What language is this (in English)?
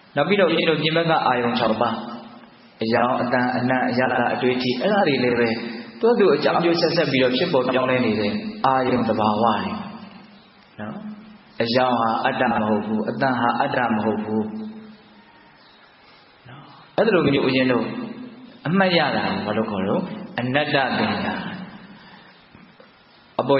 Burmese